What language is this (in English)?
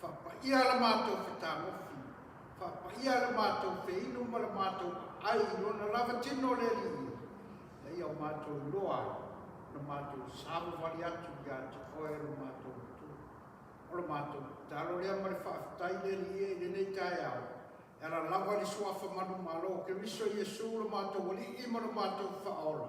Samoan